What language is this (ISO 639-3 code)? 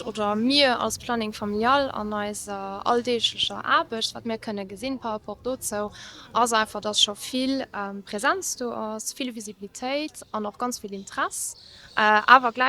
ltz